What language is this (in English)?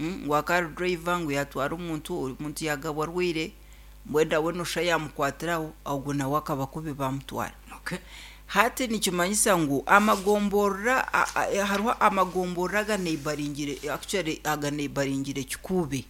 Nyankole